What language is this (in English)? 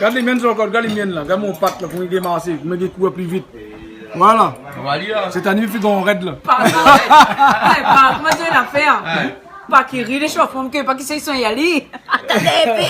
Réunion Creole French